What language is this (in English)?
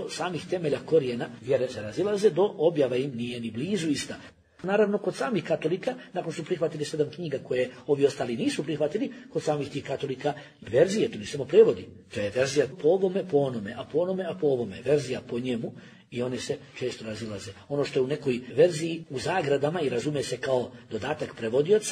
Bosnian